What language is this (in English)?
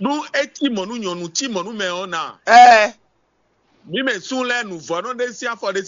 Fon